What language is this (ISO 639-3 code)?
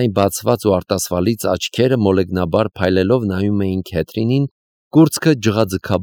hye